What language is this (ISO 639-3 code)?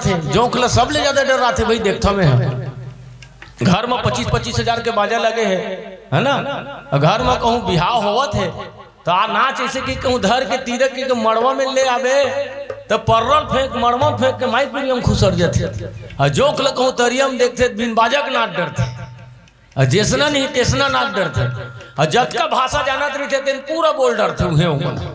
hne